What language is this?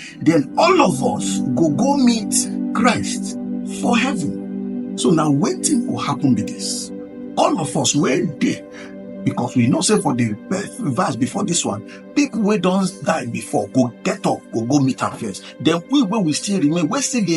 Nigerian Pidgin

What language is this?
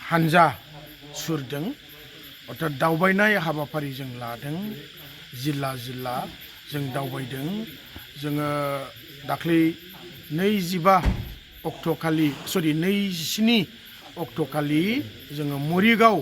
Bodo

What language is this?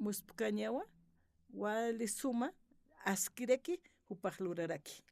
Aymara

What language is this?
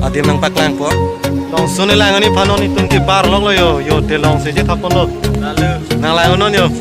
Karbi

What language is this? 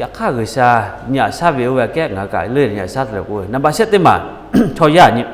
Lahu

